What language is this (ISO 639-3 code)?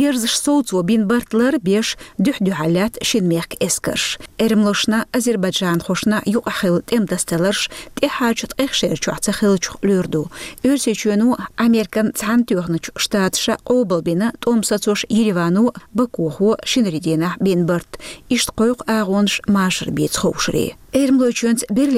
che